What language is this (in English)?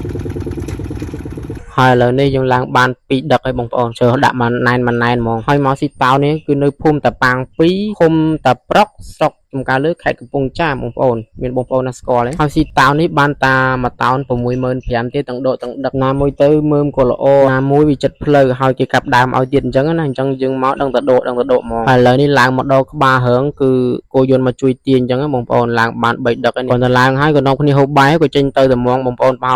Khmer